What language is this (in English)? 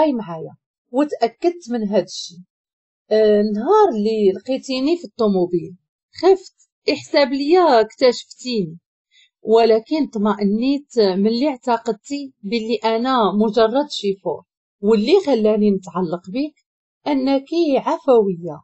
Moroccan Arabic